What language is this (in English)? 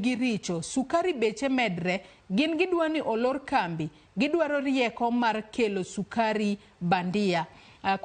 Luo (Kenya and Tanzania)